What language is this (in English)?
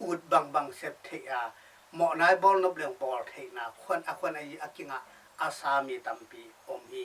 Tedim Chin